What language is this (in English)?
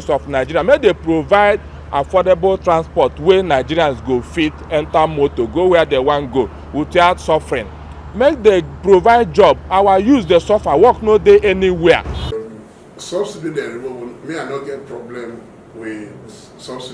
Nigerian Pidgin